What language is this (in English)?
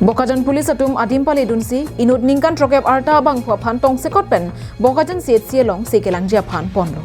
Karbi